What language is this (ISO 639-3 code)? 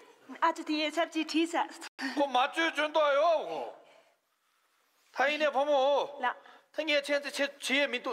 zho